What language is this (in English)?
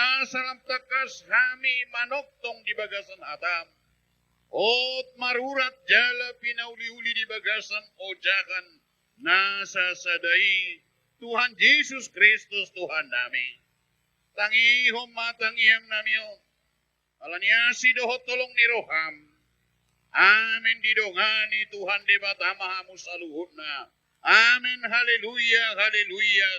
Batak Toba